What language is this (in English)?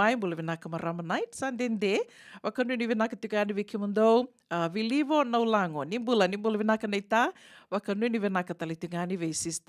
Fijian